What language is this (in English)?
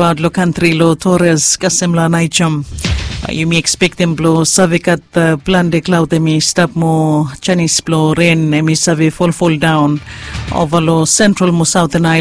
Bislama